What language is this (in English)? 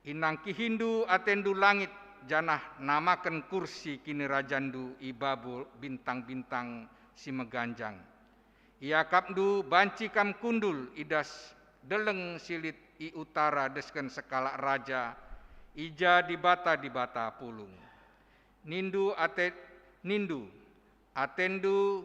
Batak Karo